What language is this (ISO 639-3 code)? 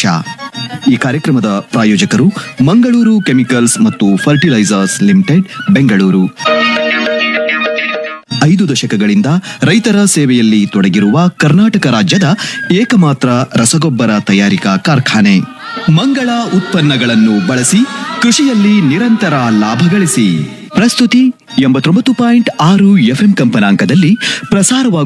kan